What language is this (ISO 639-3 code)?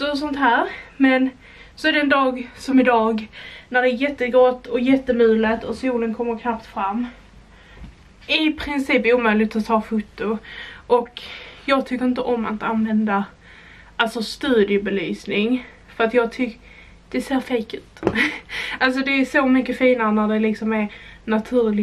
swe